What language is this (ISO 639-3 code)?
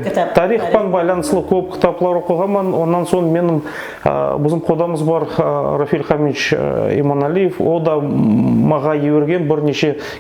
nog